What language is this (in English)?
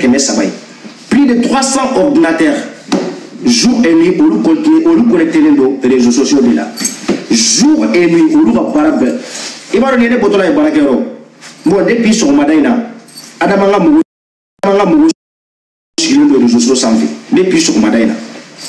Bambara